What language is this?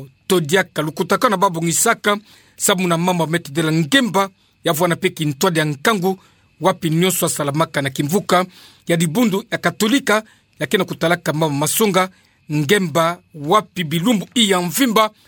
Kituba (Democratic Republic of Congo)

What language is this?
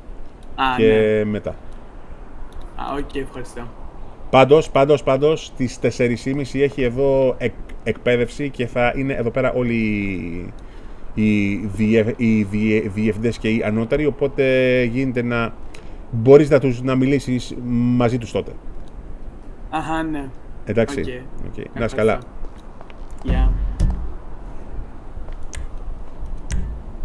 Greek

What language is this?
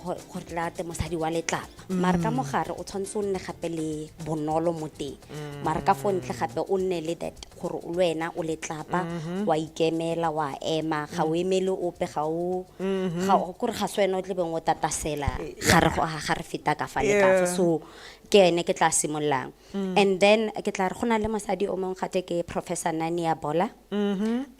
Tswana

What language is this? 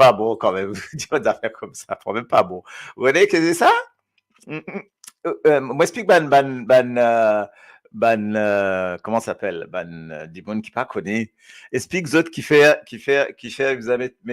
Morisyen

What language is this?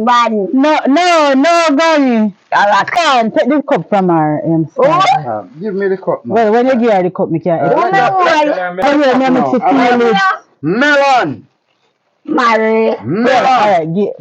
Jamaican Creole English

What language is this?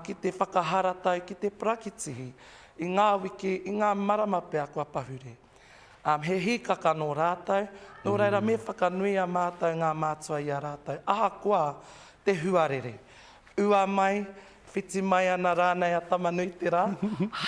Māori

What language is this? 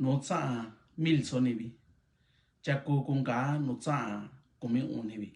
Mixtepec Mixtec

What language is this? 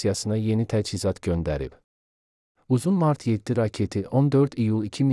Azerbaijani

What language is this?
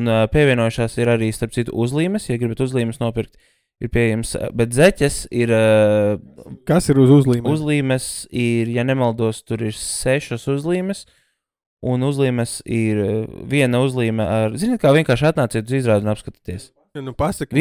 Latvian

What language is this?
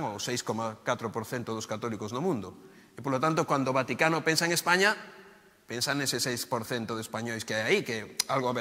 Galician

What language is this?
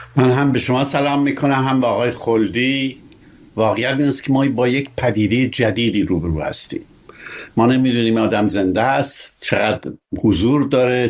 Persian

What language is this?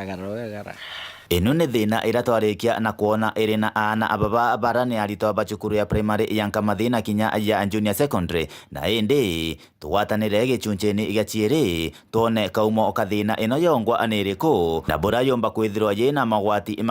Meru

